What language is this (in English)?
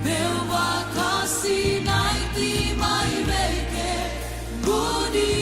Fijian